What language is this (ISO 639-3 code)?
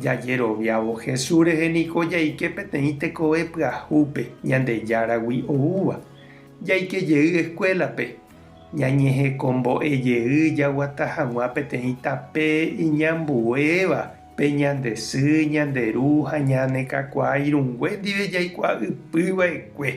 grn